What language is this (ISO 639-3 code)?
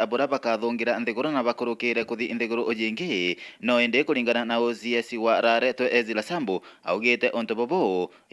mer